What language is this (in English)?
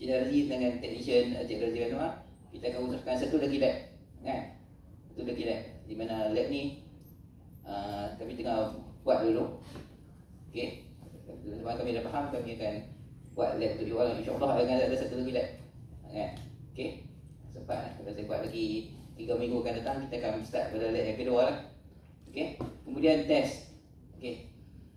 Malay